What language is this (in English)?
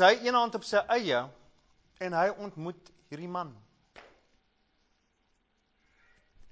Afrikaans